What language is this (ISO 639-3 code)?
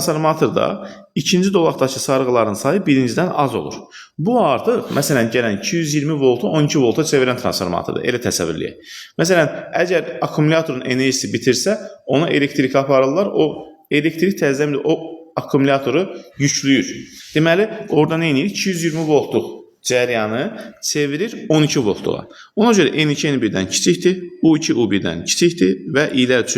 aze